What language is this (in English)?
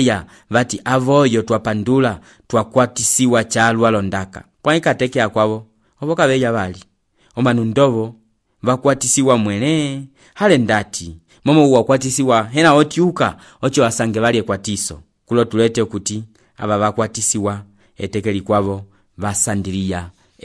Umbundu